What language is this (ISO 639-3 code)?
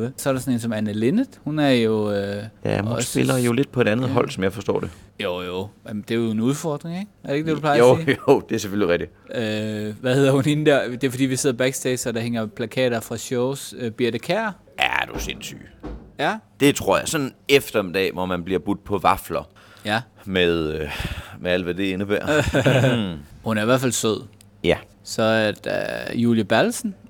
dan